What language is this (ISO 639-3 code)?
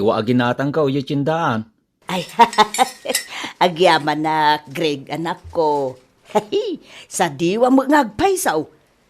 ilo